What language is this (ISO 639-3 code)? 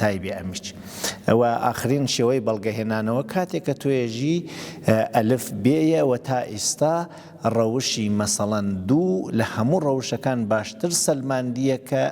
ckb